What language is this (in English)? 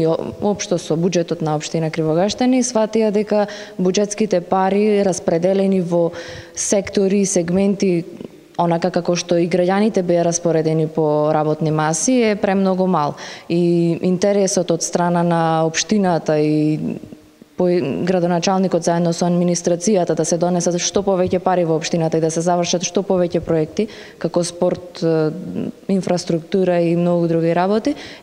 Macedonian